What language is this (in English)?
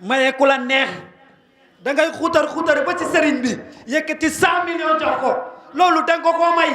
Wolof